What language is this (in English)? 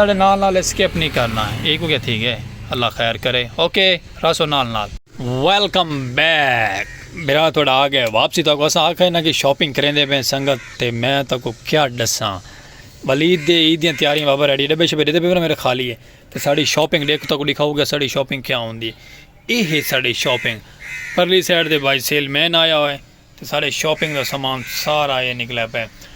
Saraiki